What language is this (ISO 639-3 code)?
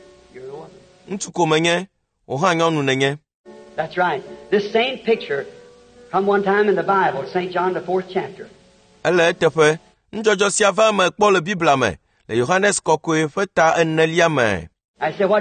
ewe